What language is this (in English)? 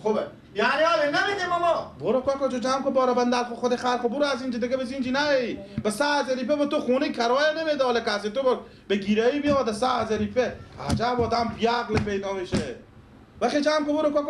Persian